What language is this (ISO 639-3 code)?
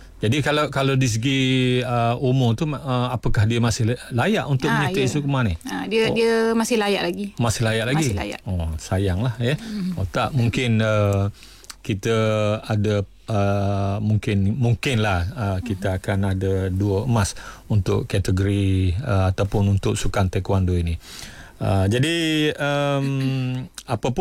msa